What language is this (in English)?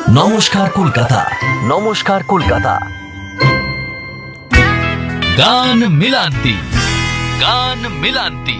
Bangla